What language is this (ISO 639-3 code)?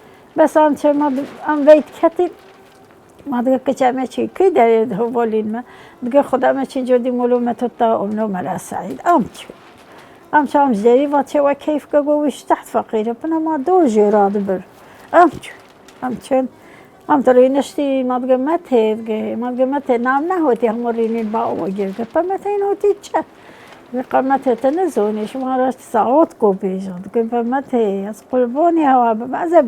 kur